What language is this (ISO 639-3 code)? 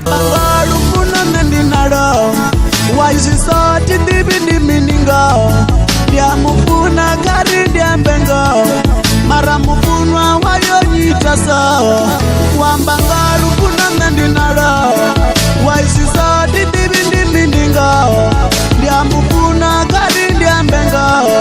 ven